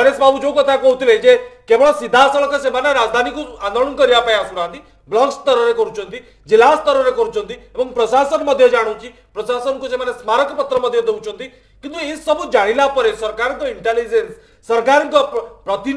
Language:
Odia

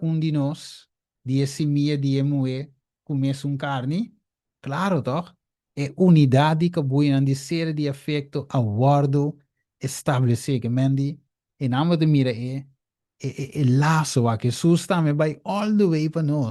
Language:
Papiamento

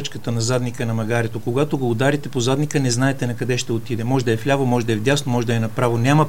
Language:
Bulgarian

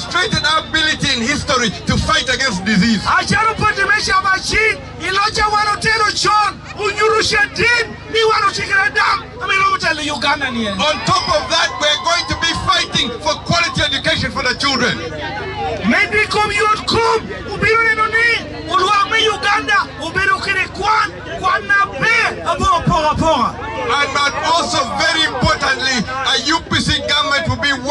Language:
Lango (Uganda)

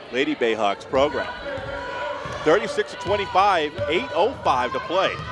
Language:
English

